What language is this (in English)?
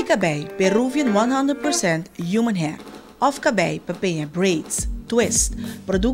Papiamento